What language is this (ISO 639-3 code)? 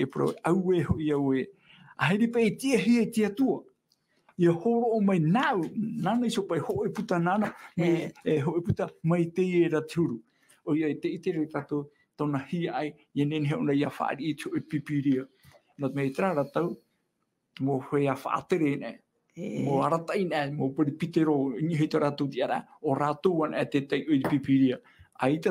tah